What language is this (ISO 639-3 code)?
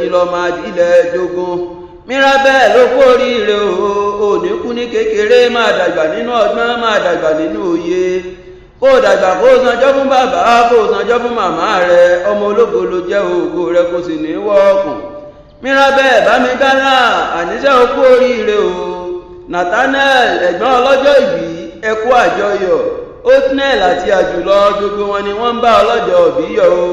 yor